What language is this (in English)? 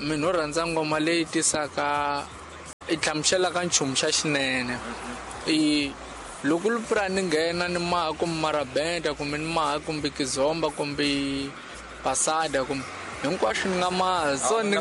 Tsonga